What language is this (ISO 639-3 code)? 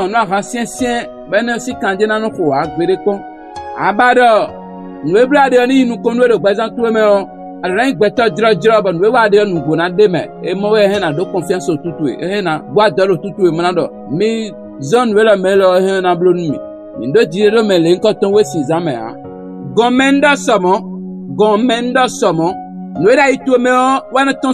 fon